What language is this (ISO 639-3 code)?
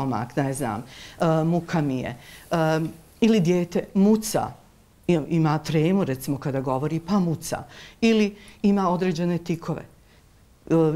bos